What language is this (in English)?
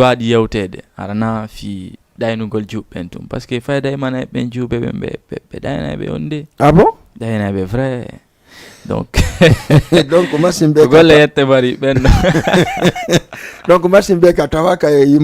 Fula